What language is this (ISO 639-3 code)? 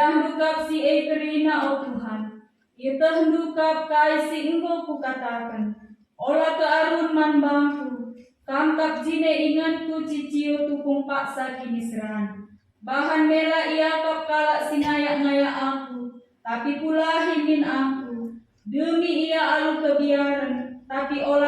btx